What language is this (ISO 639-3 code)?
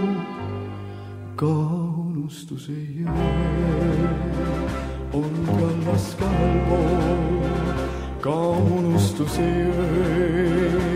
est